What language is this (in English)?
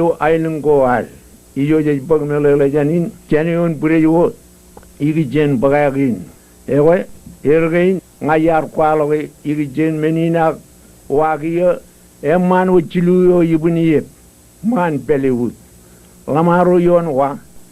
Marshallese